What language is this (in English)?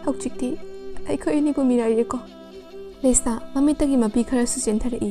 Manipuri